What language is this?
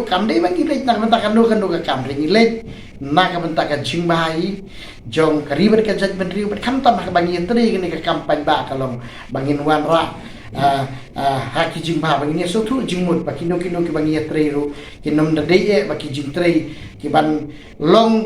Khasi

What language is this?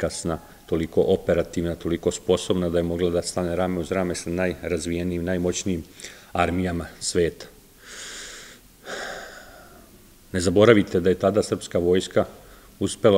Serbian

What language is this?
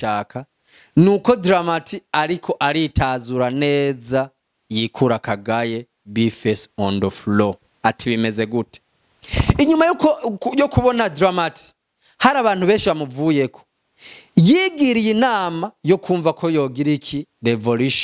Rundi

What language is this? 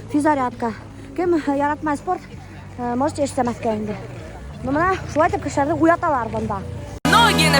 Bashkir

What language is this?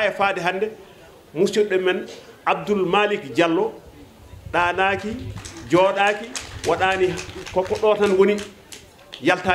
Fula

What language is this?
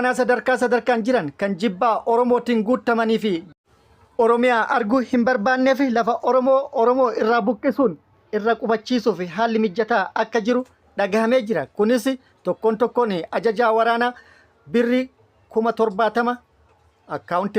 Oromo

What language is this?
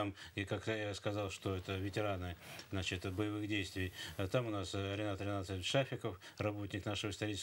Russian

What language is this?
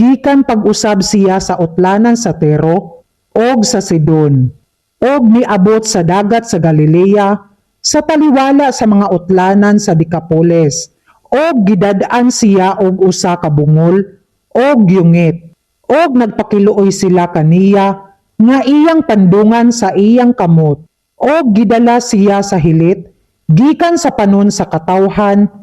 Cebuano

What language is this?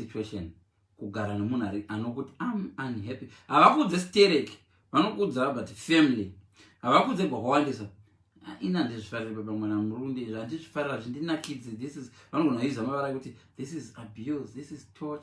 Shona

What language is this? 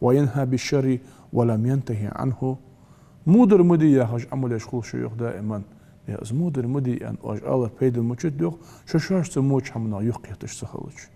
Ingush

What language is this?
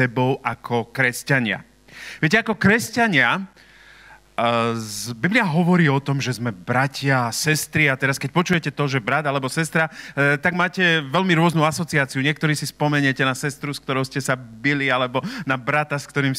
Slovak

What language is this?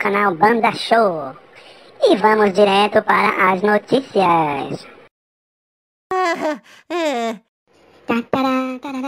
Portuguese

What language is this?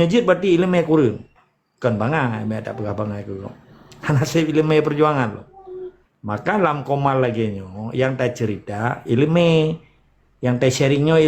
Achinese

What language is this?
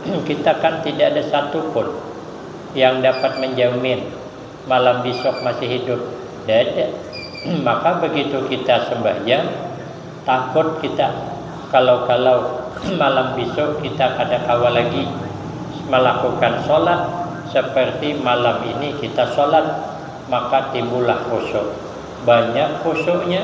Banjar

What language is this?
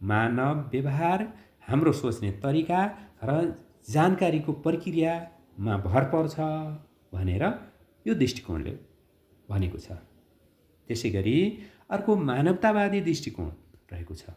Nepali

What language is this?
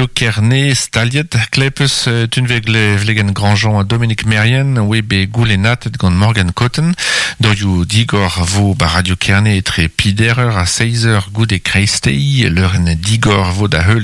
Breton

